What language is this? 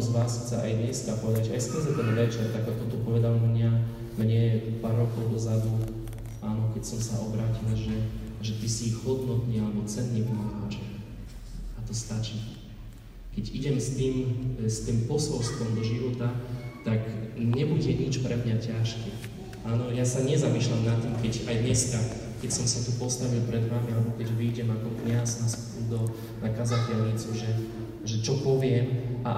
Slovak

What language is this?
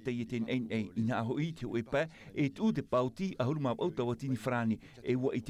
Tahitian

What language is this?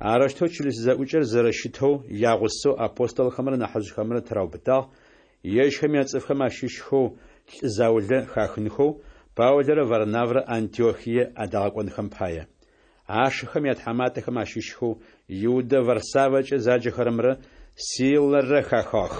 Adyghe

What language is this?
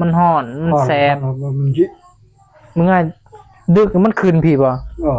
Northeastern Thai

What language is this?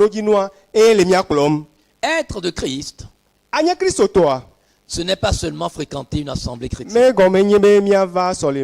Ewe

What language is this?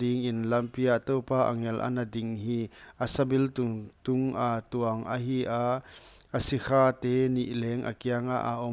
Paite Chin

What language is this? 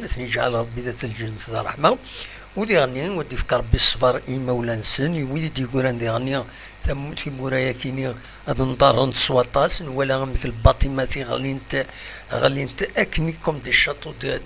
Kabyle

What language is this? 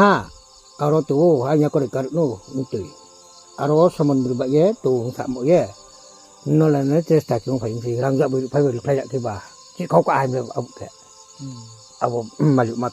Riang (India)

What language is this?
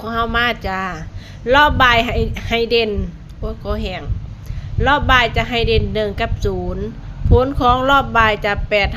Northeastern Thai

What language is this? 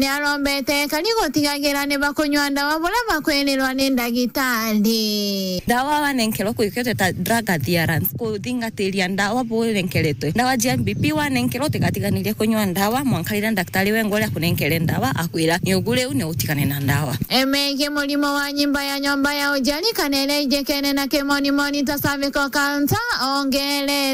Meru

